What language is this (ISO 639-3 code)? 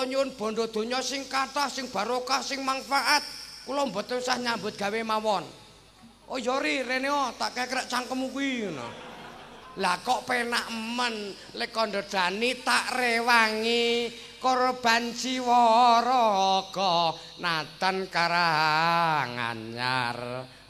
jav